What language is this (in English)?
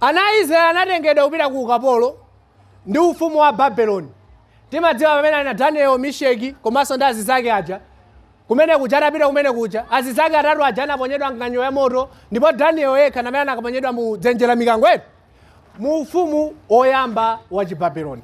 Nyanja